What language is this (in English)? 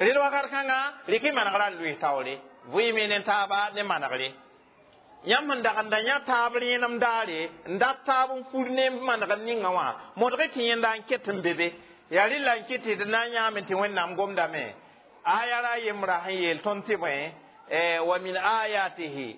Mossi